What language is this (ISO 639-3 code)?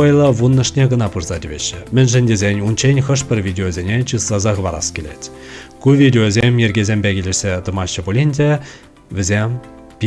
chv